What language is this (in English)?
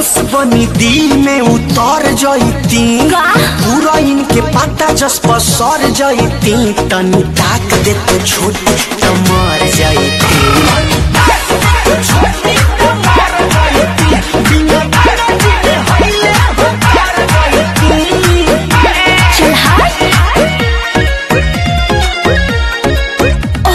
Bhojpuri